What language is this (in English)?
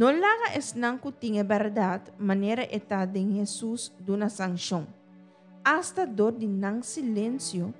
Papiamento